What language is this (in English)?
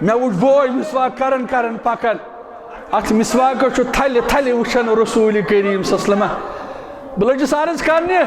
Kashmiri